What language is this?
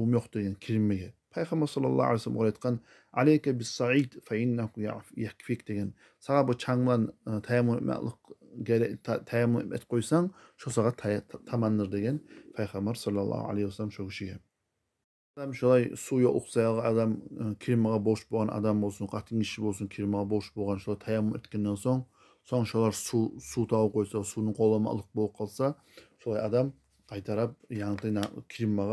Kumyk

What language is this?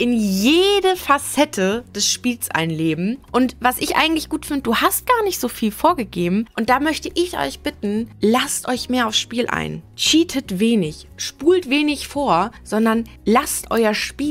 German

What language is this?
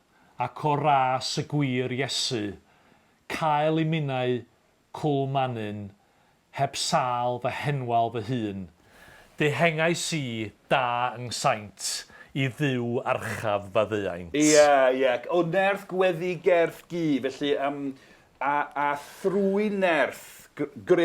Welsh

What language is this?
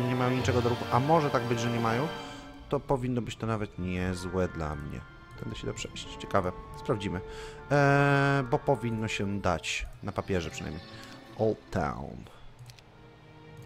Polish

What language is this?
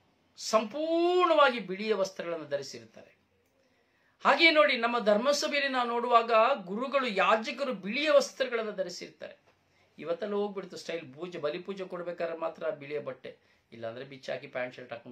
Kannada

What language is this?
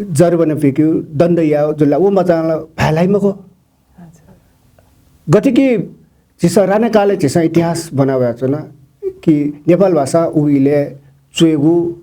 Newari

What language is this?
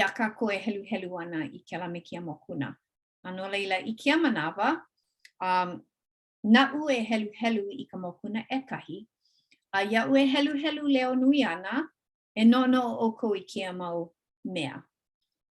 Hawaiian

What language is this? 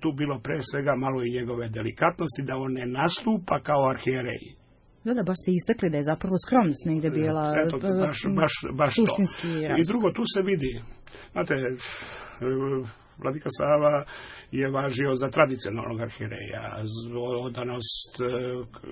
Serbian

